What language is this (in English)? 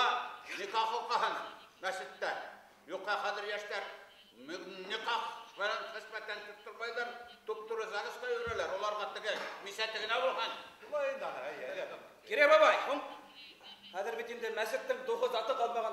Bashkir